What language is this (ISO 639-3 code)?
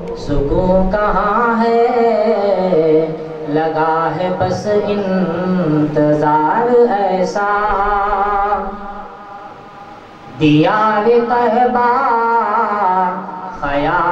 urd